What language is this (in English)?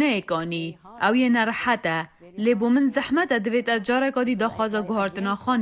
Kurdish